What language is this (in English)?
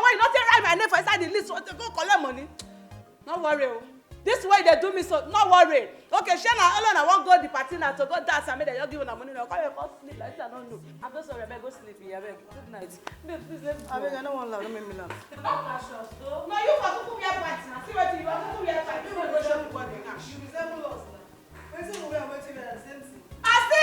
Nigerian Pidgin